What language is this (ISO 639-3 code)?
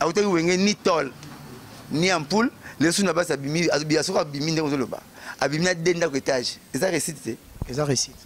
lin